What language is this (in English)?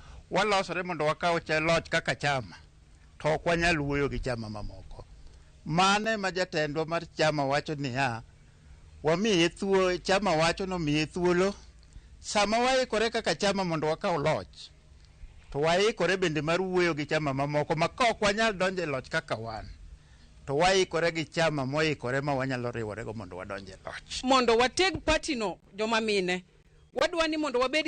Luo (Kenya and Tanzania)